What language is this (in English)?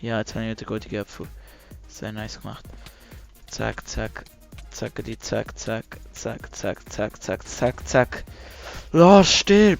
Swiss German